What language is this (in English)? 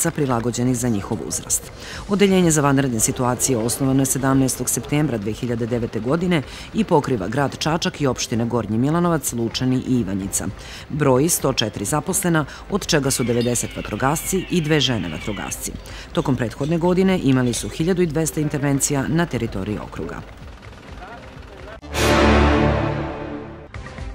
Serbian